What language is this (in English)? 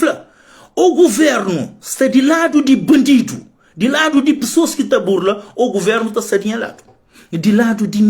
Kabuverdianu